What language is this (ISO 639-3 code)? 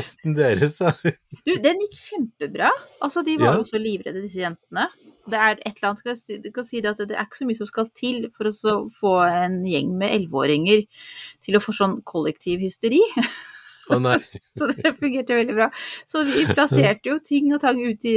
nor